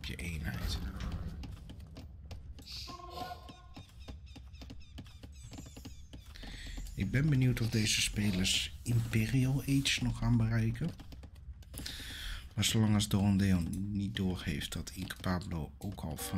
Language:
Dutch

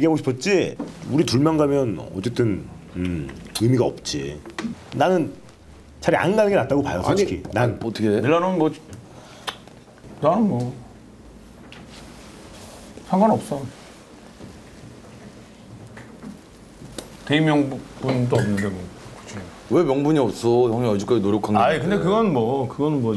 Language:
Korean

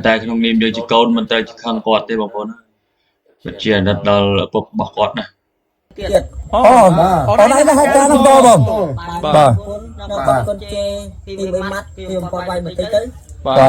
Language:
Khmer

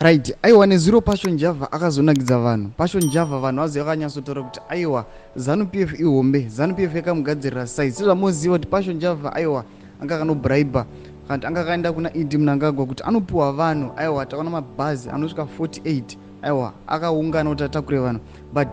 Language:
Shona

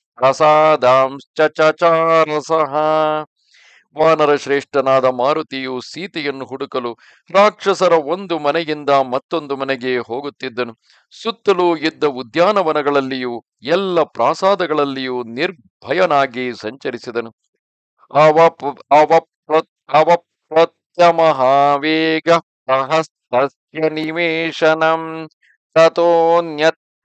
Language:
Kannada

